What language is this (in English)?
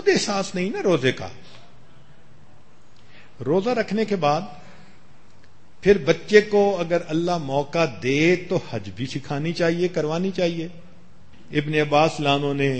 Urdu